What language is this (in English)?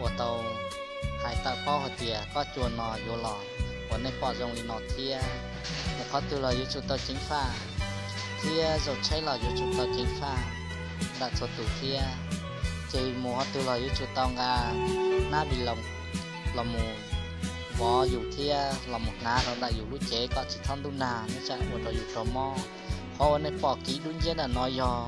Hmong